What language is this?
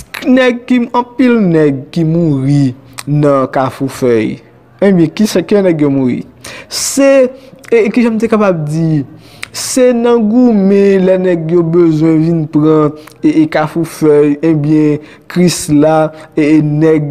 Haitian Creole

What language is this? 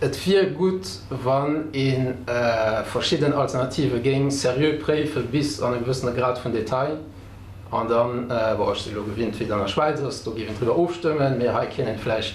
Luxembourgish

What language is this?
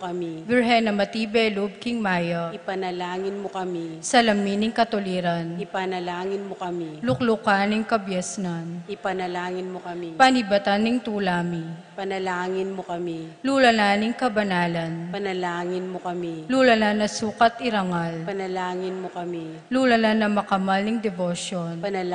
Pampanga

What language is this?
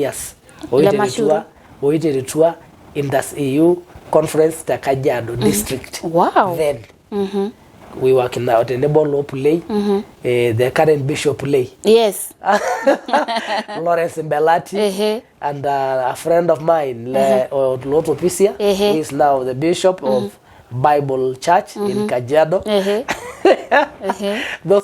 Masai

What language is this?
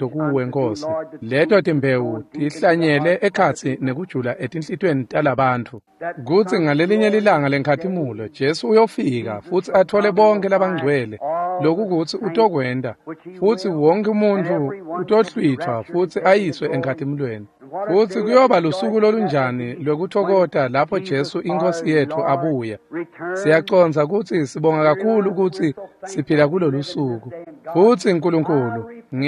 Swati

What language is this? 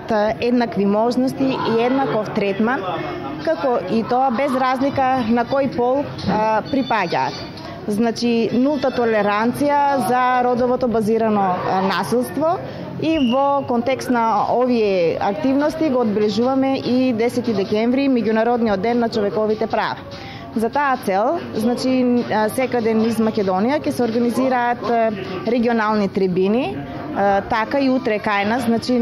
Macedonian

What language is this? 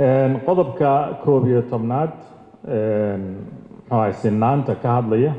Somali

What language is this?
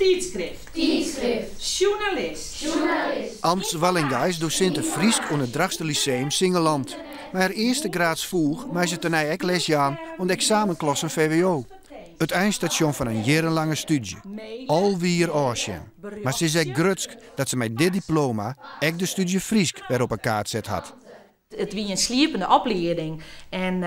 Western Frisian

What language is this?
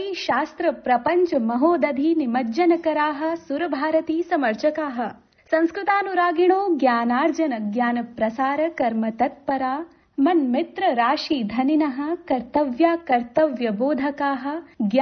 Sanskrit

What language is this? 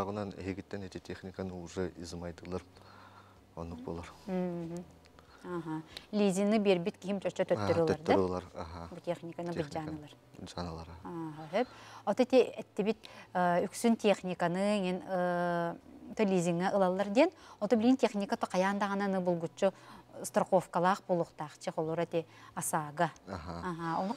Yakut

